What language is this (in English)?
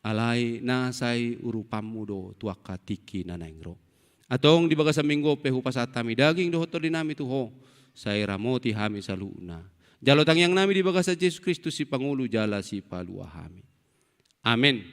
Batak Toba